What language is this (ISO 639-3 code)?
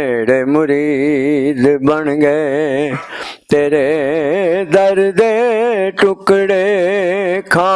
lah